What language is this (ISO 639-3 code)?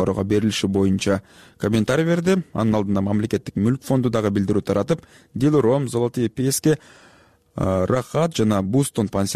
kir